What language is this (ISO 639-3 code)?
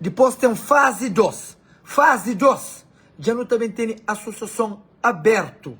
kea